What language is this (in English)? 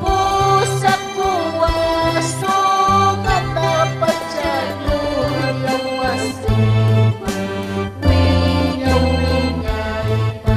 Ayacucho Quechua